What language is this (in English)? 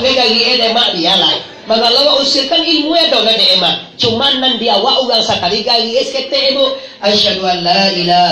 Minangkabau